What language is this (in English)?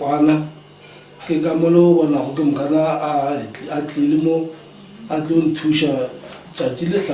Northern Sotho